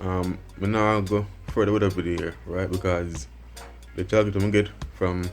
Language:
Jamaican Creole English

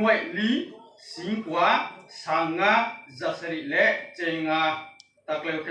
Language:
Riang (India)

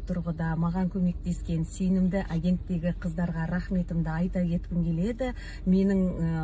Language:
Kazakh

